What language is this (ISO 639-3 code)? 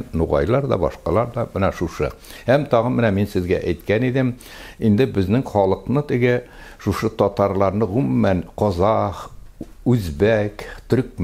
tat